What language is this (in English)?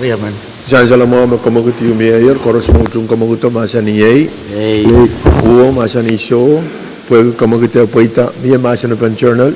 Pohnpeian